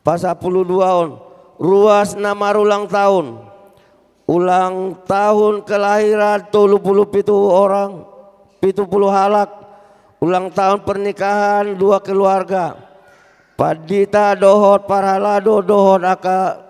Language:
Batak Toba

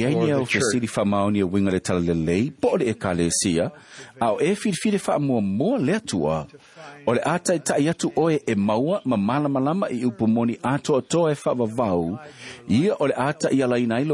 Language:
Samoan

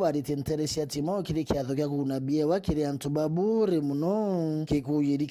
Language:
Meru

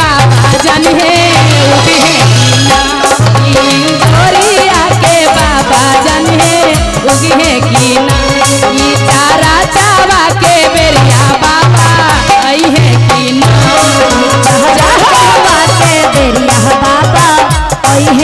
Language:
Magahi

